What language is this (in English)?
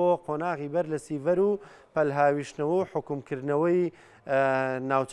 Central Kurdish